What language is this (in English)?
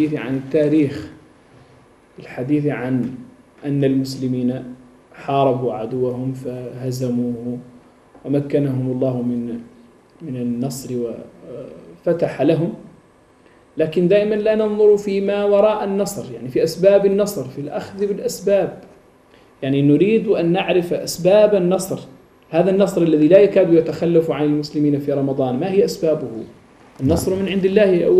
Arabic